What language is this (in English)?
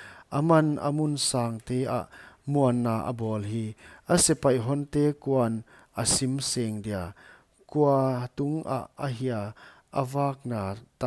Paite Chin